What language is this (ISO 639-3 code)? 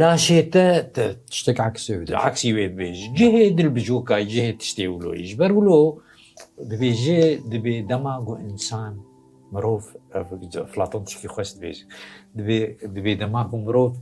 kur